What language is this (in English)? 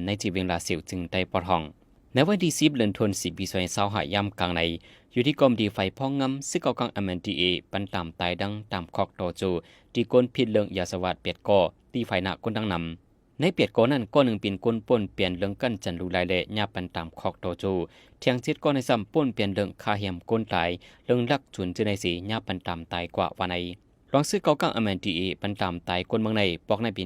Lao